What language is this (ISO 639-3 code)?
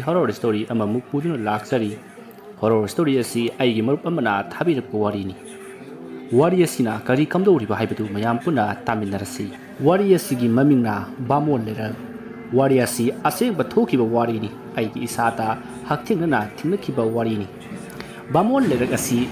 mni